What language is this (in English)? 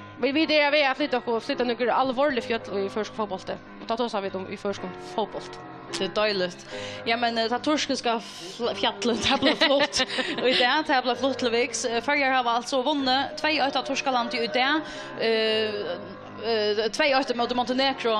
Faroese